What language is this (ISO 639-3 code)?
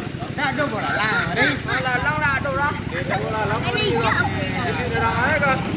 min